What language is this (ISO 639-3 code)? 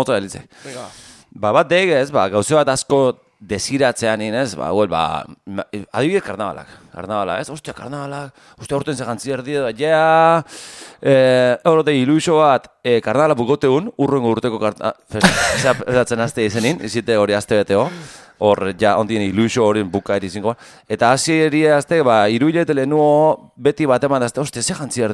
eus